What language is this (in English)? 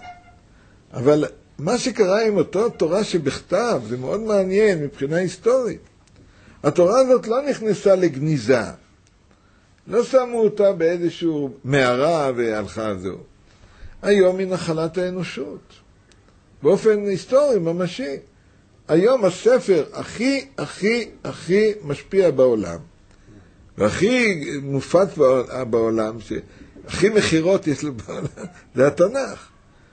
Hebrew